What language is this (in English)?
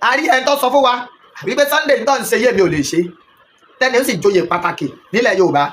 Yoruba